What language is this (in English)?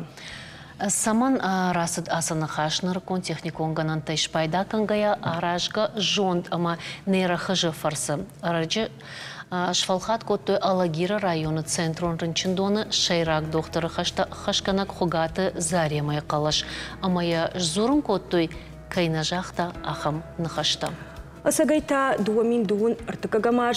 Ossetic